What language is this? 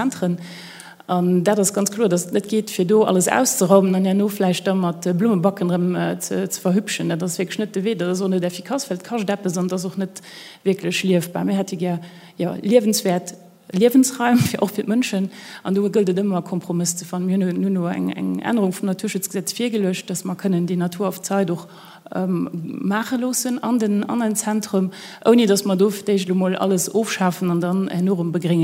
Luxembourgish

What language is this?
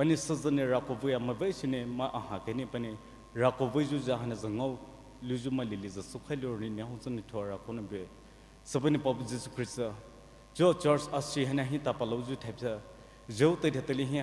Poumei Naga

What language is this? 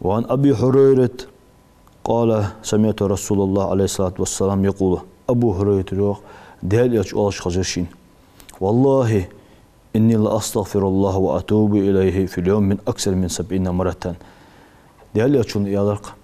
Ingush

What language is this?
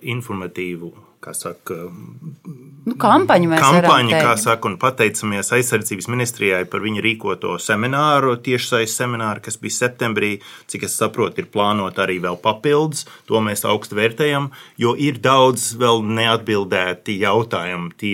Latvian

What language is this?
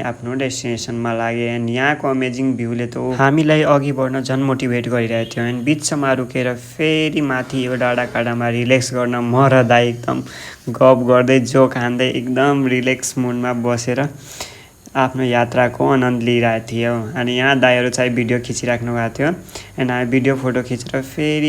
Nepali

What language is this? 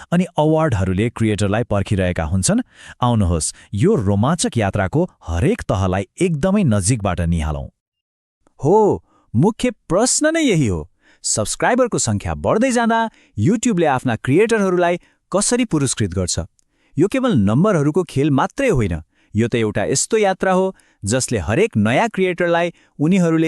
Nepali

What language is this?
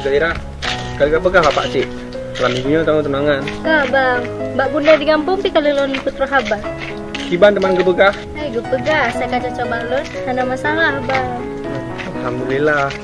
Achinese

